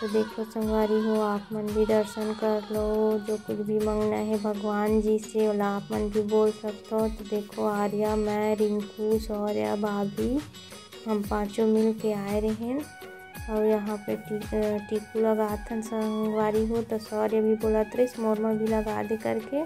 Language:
Chhattisgarhi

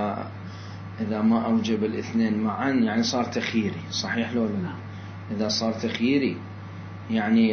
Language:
Mesopotamian Arabic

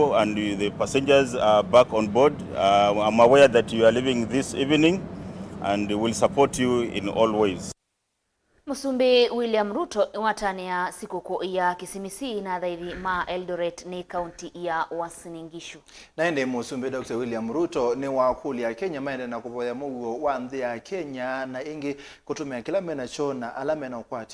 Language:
Kamba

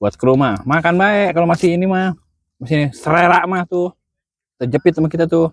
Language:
Betawi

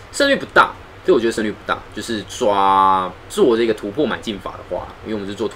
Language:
Chinese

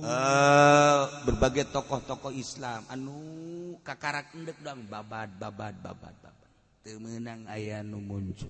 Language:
Sundanese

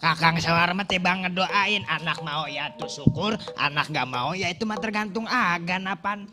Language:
Betawi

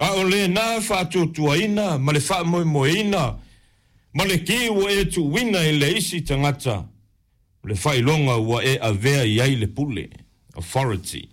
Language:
Samoan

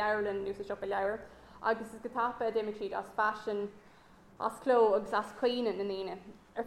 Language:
Irish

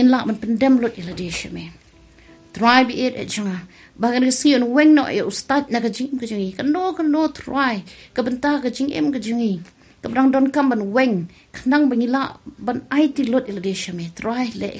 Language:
Khasi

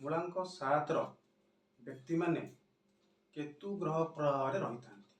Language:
Odia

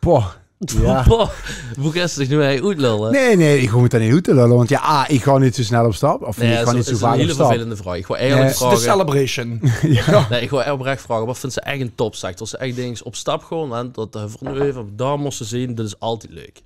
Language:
Limburgish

